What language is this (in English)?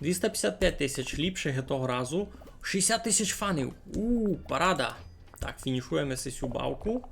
Rusyn